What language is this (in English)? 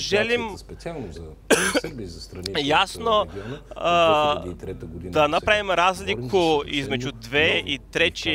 Serbian